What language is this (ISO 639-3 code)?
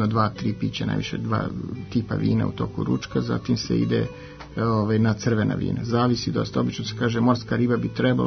srp